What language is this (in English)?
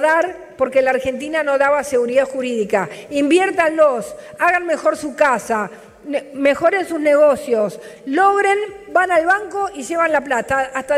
Spanish